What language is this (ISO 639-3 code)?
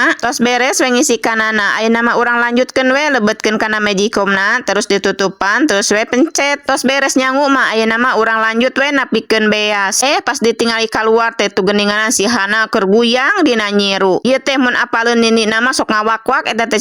sun